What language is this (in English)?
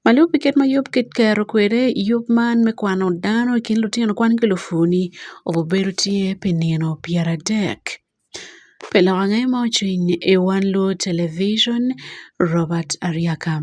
Acoli